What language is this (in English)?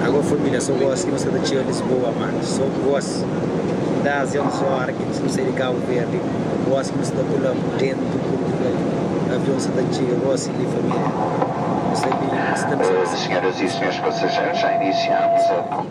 Kabuverdianu